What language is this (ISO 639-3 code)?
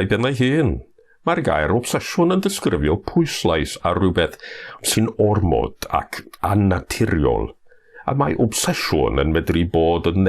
cym